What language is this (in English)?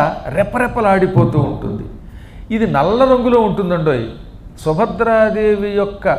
Telugu